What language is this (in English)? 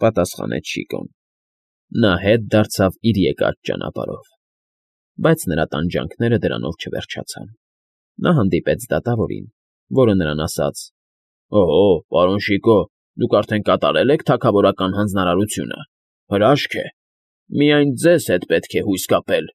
Armenian